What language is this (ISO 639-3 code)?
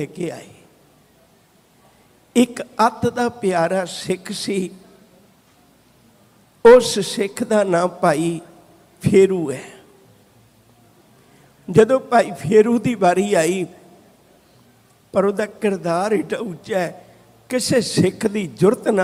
pan